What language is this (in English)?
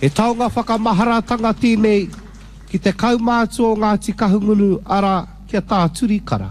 Māori